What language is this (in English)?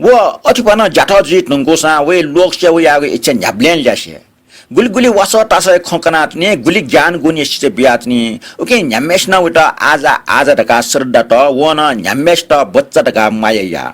Newari